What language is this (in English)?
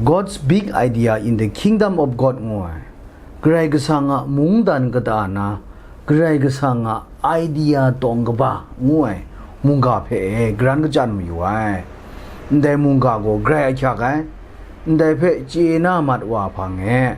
Kachin